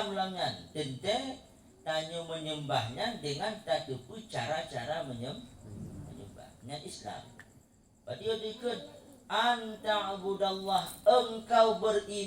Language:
Achinese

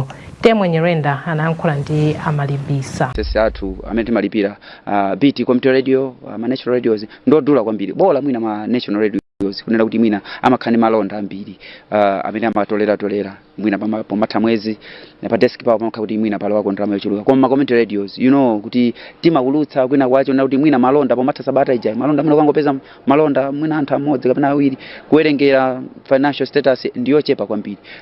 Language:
Nyanja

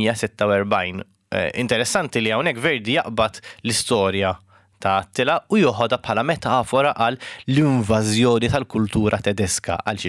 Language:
Maltese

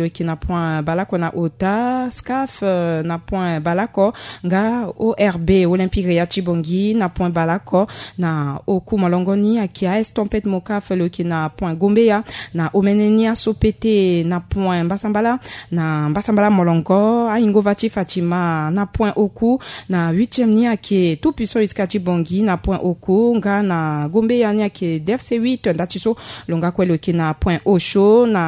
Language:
Sango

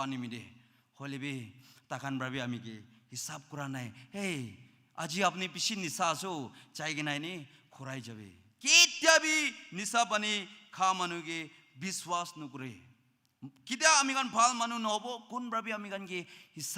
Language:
Naga Pidgin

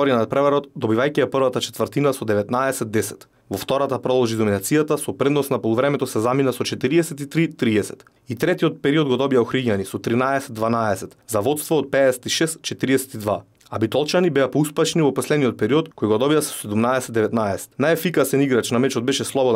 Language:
Macedonian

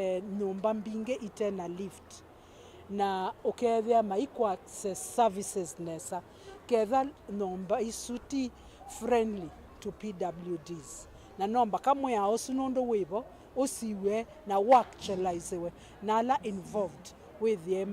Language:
Kamba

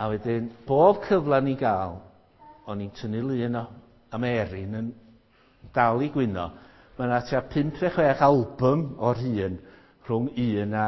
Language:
Welsh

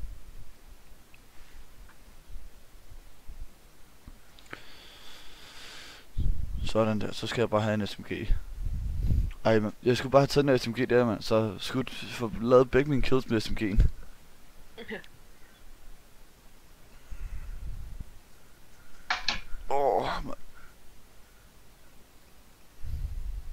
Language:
Danish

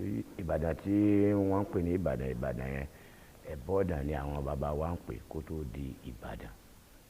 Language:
Yoruba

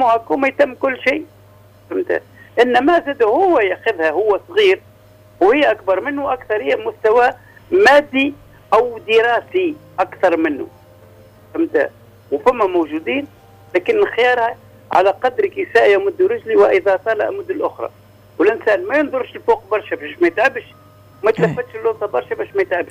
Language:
Tunisian Arabic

